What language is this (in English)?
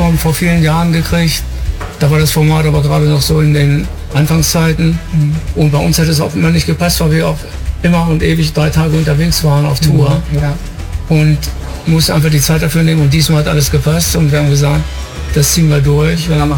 German